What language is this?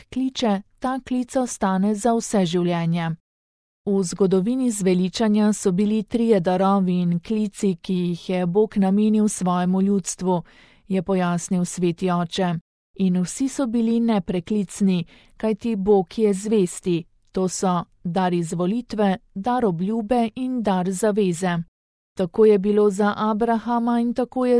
Slovenian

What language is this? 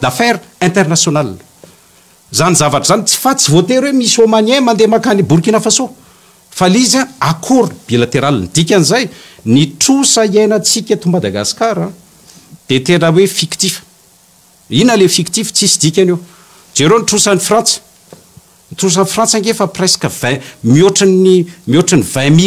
Malagasy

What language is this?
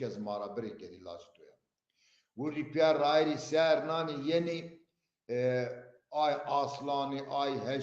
Zaza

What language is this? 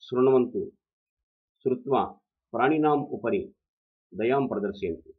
Sanskrit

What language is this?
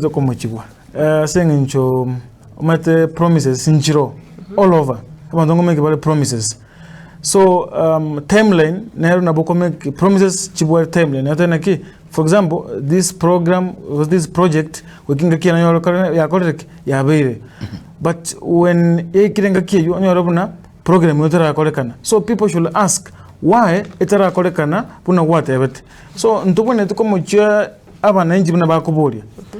Gusii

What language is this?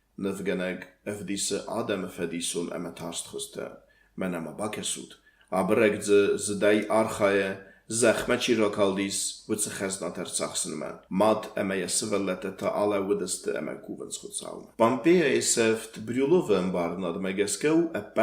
Ossetic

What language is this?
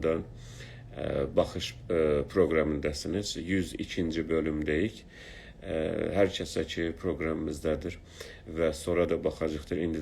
South Azerbaijani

